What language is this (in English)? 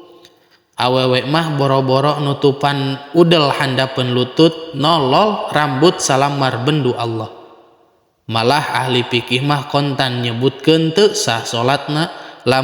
Sundanese